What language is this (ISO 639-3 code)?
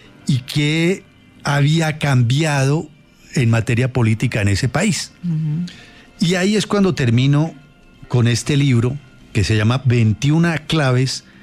spa